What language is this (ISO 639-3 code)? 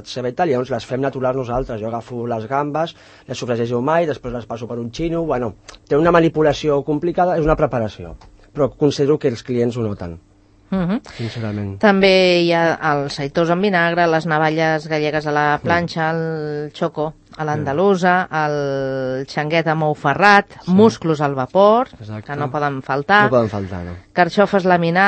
cat